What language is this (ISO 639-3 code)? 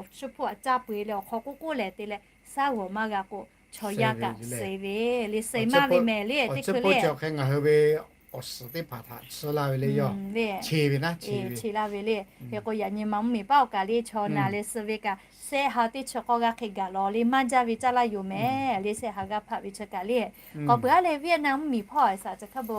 lhu